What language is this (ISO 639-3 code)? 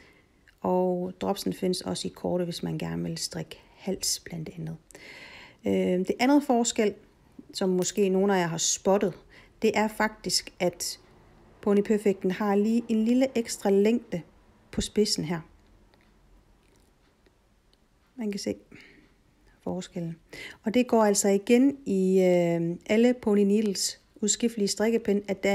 dan